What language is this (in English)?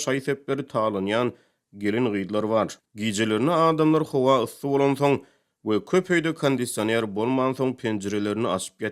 Turkmen